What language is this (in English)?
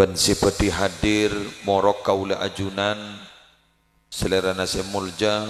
Madurese